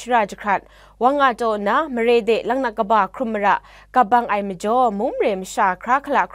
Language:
Kachin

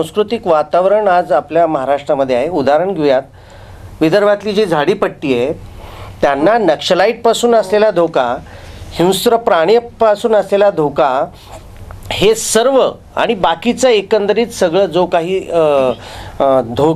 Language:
Marathi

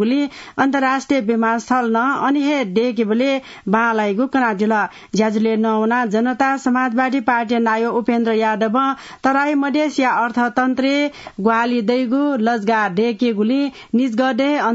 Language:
Newari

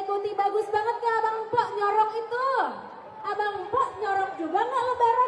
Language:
Betawi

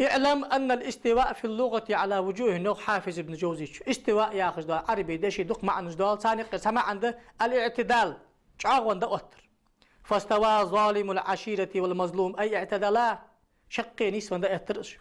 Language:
Ingush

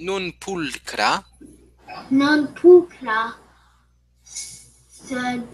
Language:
Latin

